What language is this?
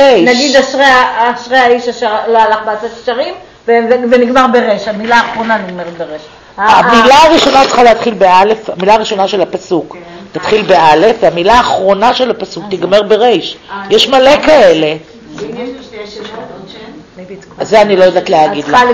Hebrew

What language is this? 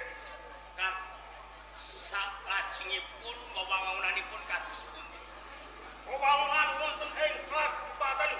Javanese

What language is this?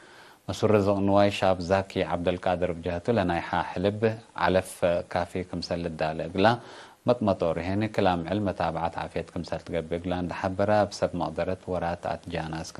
Tigre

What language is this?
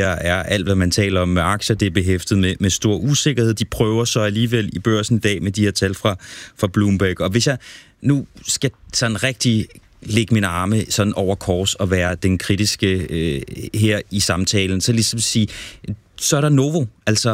Danish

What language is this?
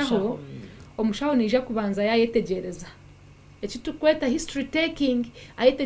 Nyankole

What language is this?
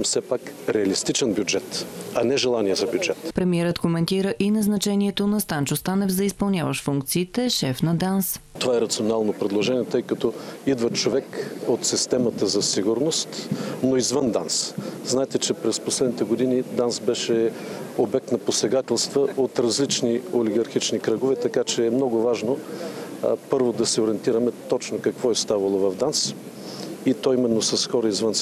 Bulgarian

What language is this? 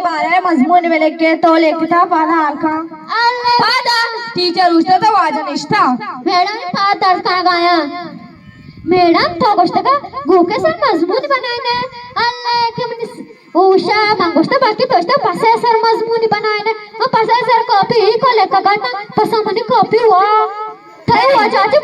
Eastern Balochi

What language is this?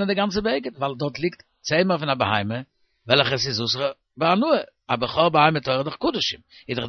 Yiddish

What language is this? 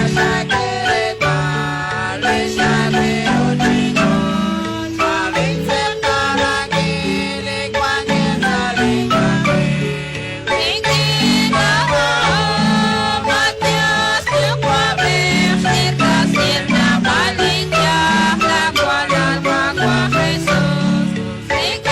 Kekchí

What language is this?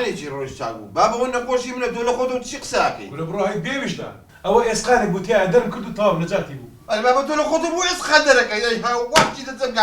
Central Kurdish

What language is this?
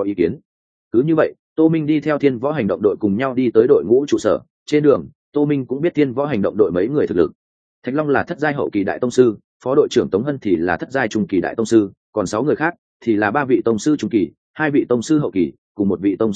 Vietnamese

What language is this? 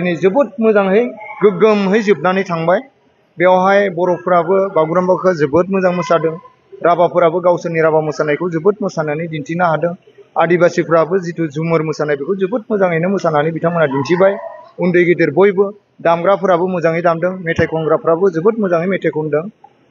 Bodo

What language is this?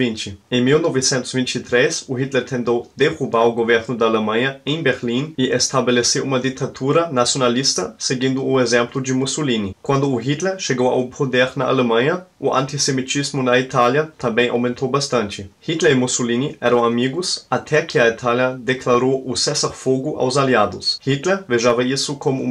Portuguese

